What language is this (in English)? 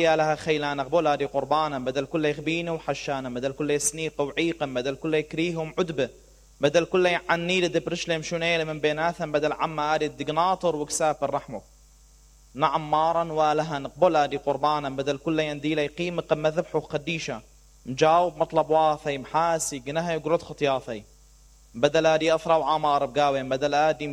Mesopotamian Arabic